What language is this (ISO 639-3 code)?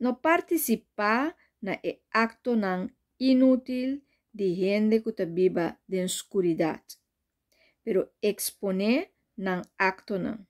pap